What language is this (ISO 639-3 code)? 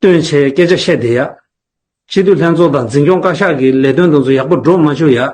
bod